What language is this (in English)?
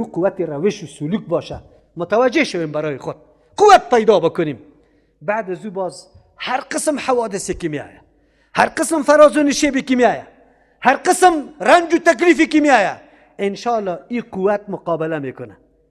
Persian